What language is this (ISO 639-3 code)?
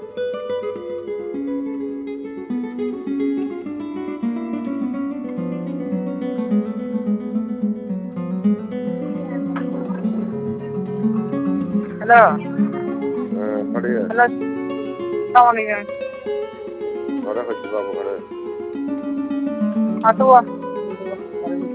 ben